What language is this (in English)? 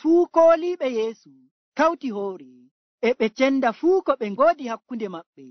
Nigerian Fulfulde